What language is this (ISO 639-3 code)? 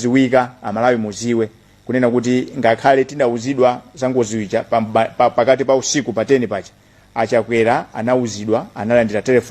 nya